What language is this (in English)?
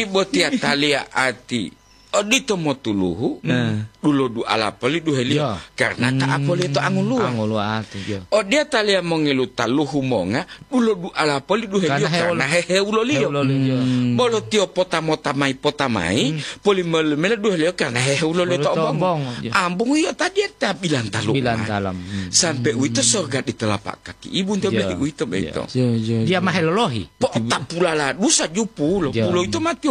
Gorontalo